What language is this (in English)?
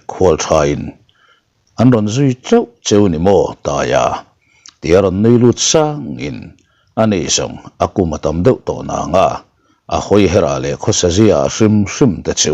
Mizo